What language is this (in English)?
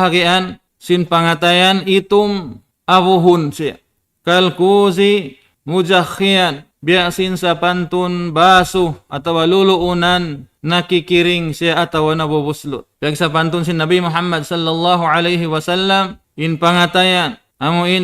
Tausug